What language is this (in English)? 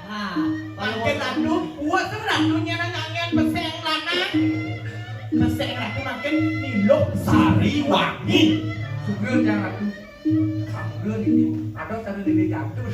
Balinese